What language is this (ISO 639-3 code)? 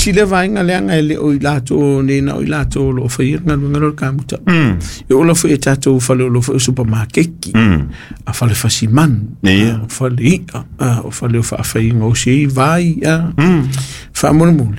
smo